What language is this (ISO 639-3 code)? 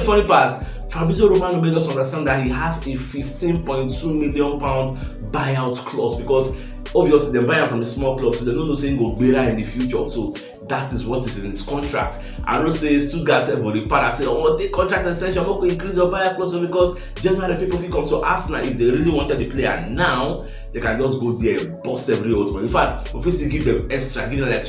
pcm